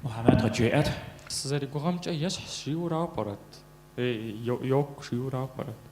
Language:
Kabardian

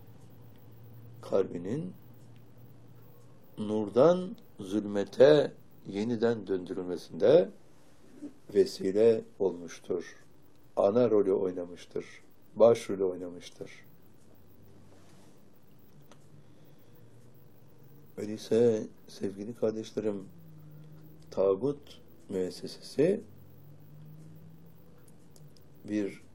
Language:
Turkish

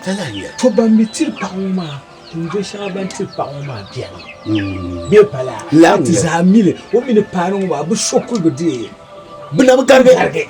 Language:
Dagbani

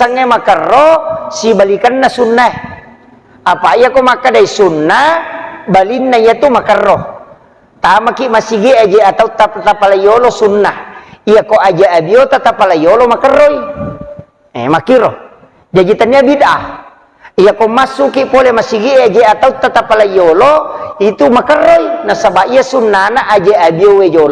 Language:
Buginese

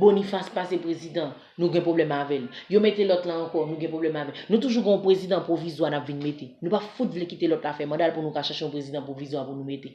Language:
Haitian Creole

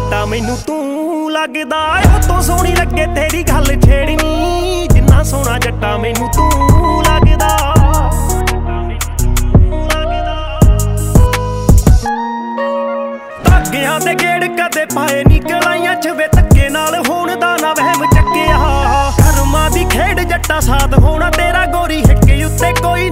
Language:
Punjabi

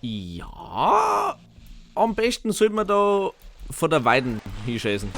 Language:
Bavarian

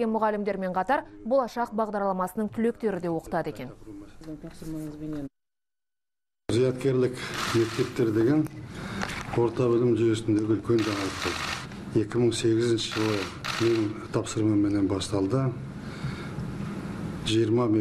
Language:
Kazakh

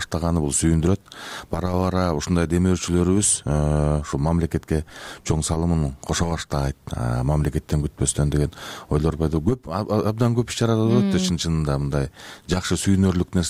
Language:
Kyrgyz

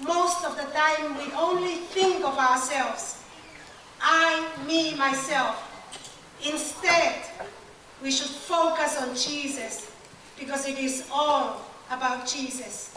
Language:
Tongan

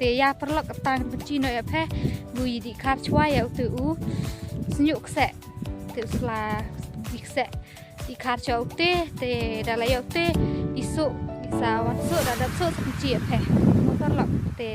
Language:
Khasi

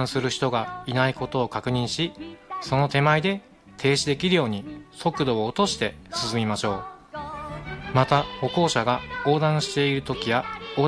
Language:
Japanese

